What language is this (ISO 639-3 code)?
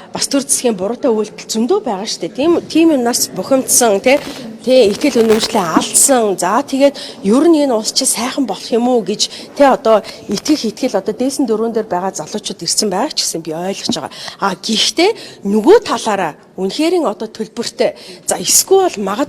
mon